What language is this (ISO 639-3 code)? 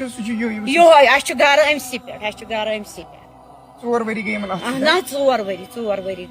kas